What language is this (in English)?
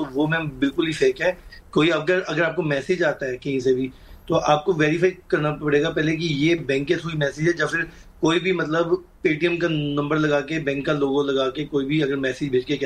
Hindi